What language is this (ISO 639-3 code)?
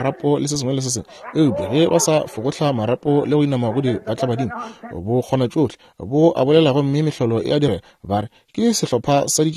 nso